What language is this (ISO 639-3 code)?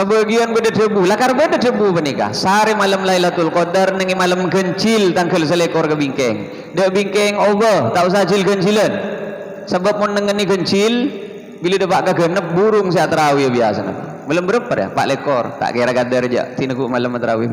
mad